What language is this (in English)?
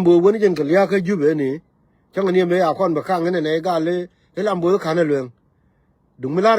Nuer